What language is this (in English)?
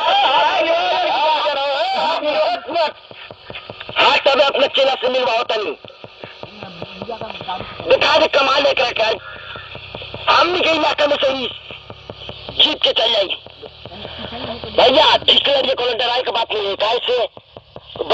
Bhojpuri